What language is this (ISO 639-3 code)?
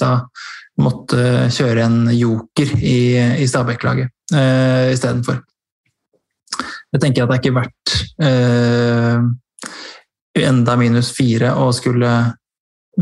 nor